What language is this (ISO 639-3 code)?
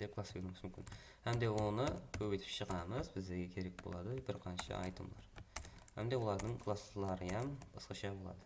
kaa